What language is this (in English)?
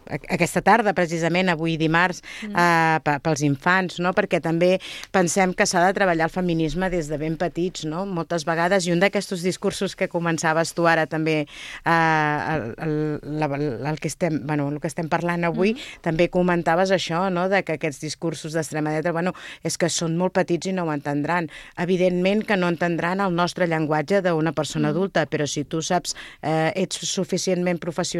Catalan